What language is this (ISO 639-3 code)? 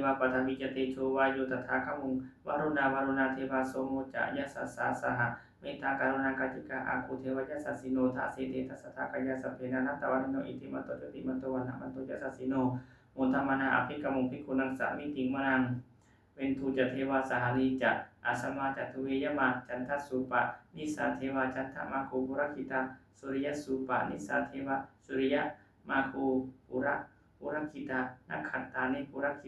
pli